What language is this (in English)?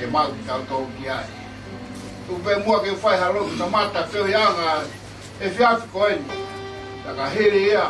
Tongan